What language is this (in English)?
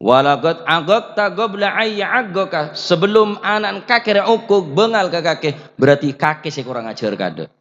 Madurese